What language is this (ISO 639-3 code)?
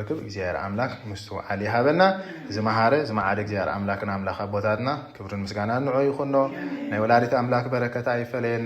tir